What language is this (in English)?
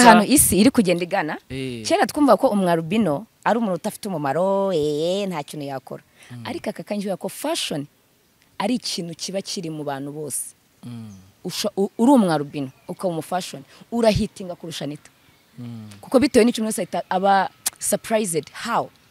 Kinyarwanda